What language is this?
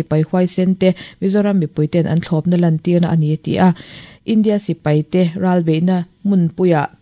Mizo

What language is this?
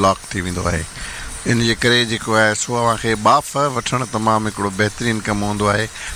Sindhi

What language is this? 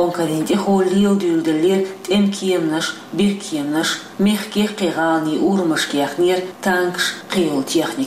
Chechen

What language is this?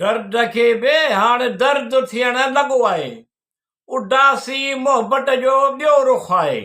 Sindhi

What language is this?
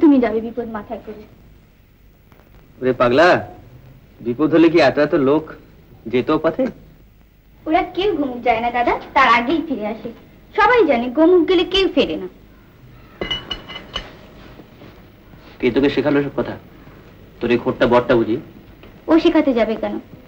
Bangla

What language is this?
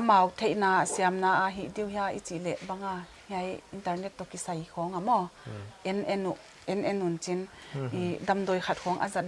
Paite Chin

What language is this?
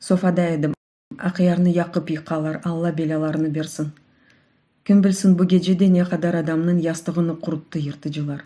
Crimean Tatar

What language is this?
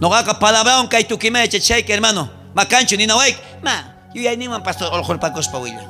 South Bolivian Quechua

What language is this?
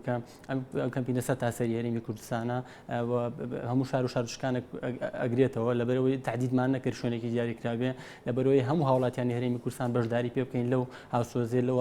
Central Kurdish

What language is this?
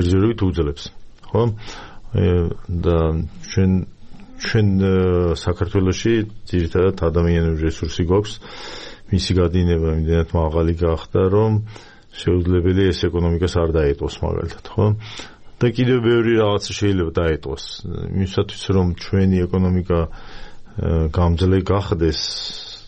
Georgian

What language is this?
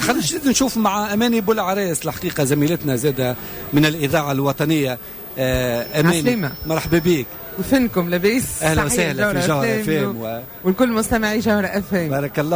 Tunisian Arabic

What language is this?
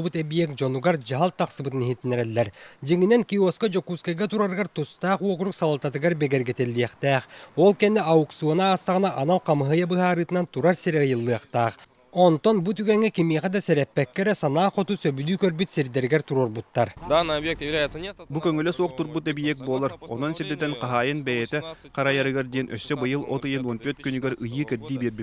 Yakut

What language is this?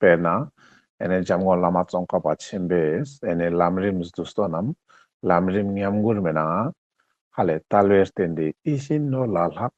Ladakhi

